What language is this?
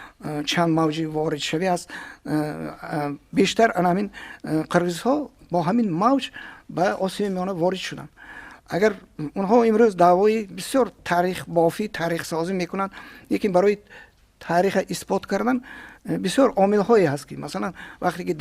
Tajik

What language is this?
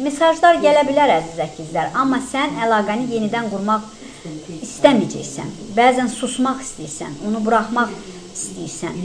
Azerbaijani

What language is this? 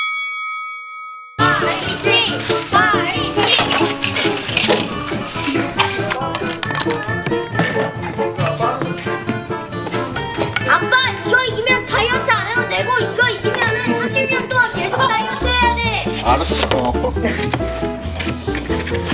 Korean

